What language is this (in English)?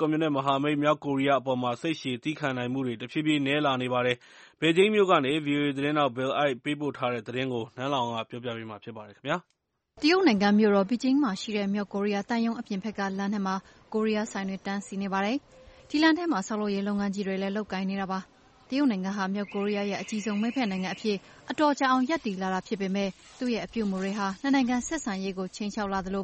Burmese